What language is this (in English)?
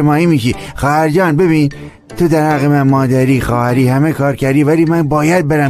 Tajik